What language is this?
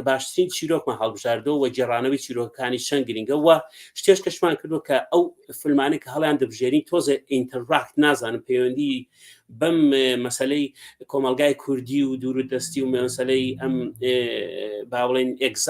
Central Kurdish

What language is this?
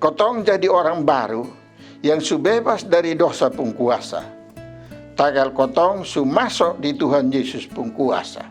Kupang Malay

